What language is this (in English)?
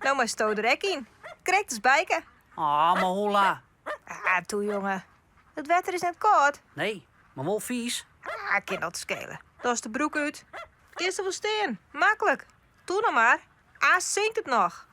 Western Frisian